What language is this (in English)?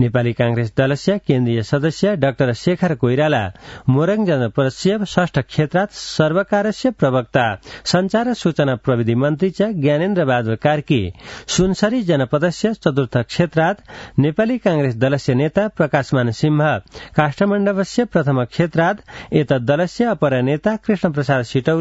Sanskrit